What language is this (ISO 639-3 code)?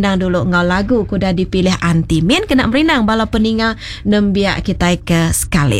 iba